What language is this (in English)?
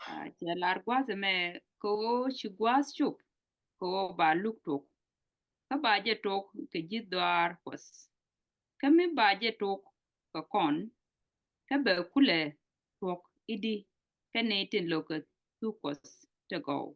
Nuer